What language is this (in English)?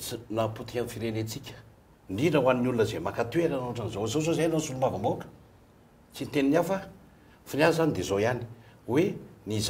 Malagasy